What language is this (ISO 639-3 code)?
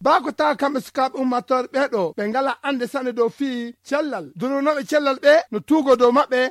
ful